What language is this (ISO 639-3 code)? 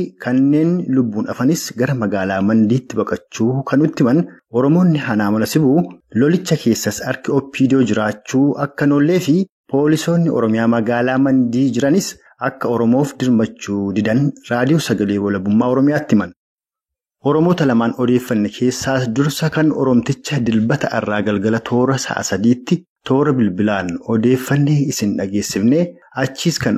orm